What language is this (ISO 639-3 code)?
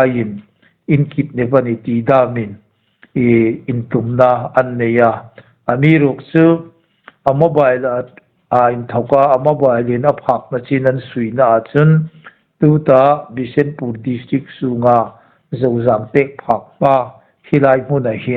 hmr